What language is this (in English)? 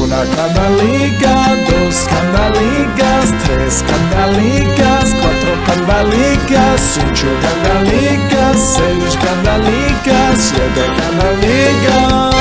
Ladino